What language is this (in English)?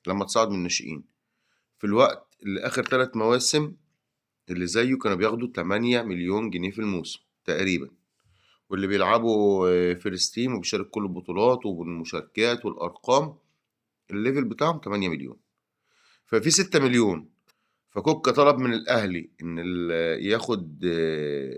Egyptian Arabic